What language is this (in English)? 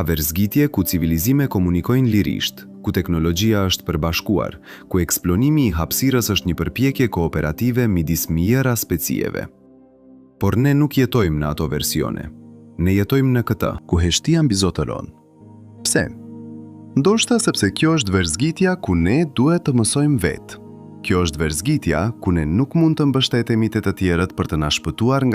Albanian